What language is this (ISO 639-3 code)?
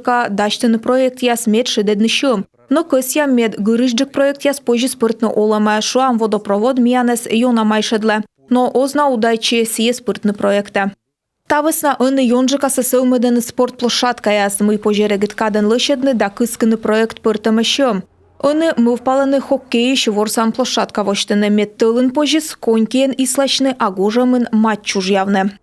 kom